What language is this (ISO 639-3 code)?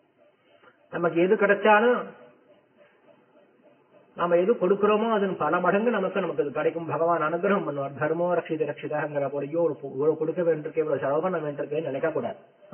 tam